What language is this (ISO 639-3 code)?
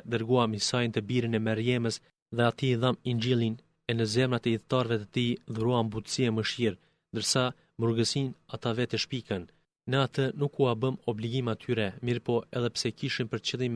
sqi